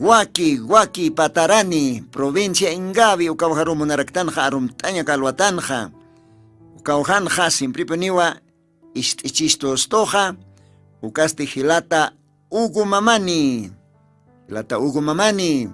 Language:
Aymara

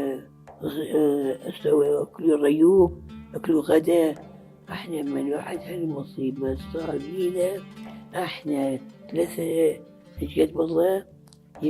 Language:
Mesopotamian Arabic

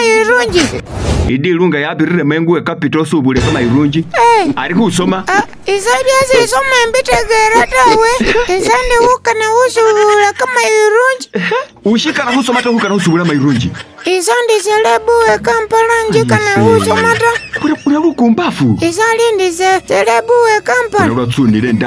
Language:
Masaaba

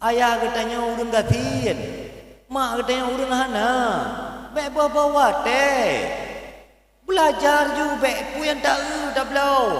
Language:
Achinese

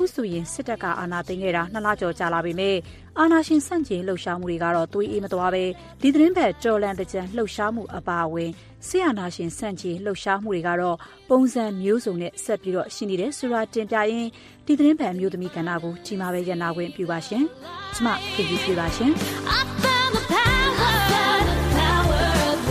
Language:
Burmese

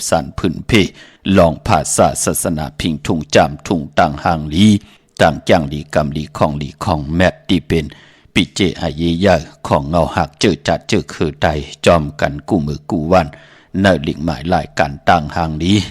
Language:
Shan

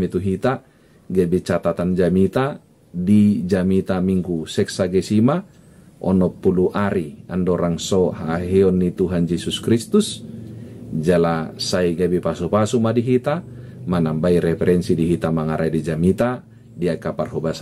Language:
Batak Toba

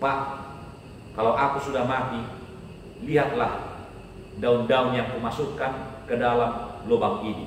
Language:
Batak Toba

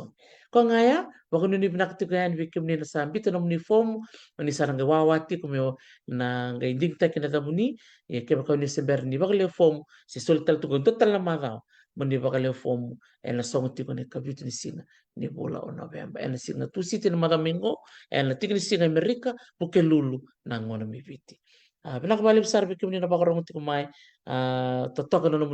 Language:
Fijian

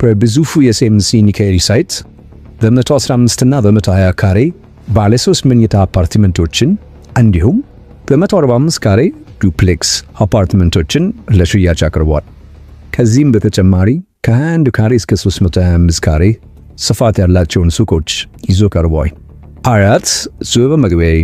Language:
Amharic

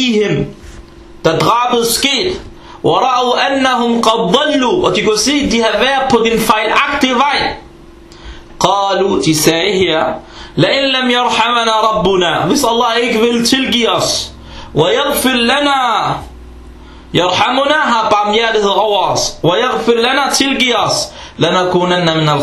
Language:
Danish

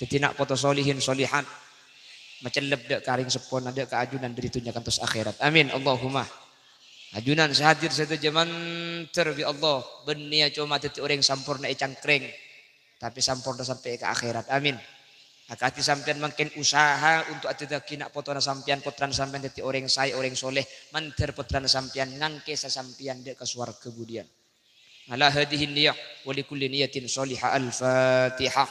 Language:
Madurese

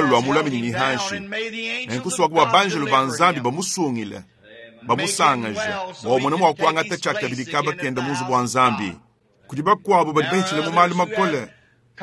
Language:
Luba-Lulua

